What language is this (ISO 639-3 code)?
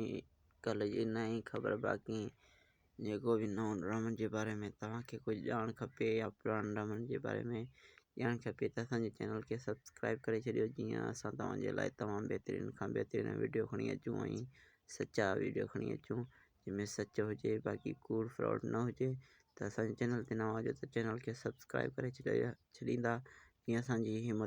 snd